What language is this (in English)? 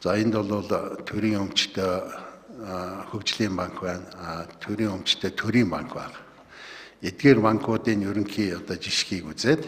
Mongolian